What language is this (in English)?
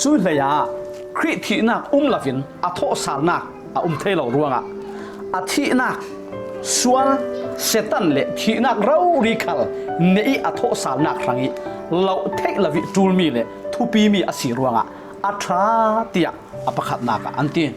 Falam Chin